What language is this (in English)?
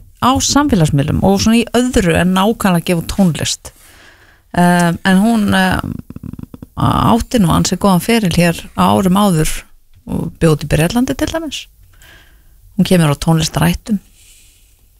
Icelandic